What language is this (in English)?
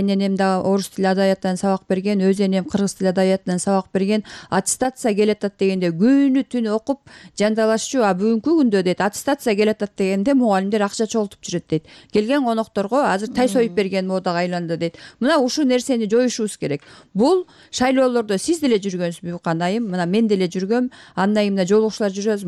Kyrgyz